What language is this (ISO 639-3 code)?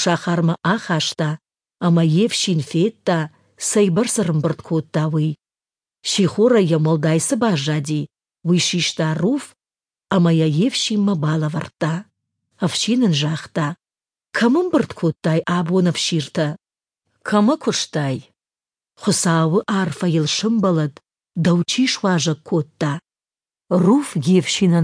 oss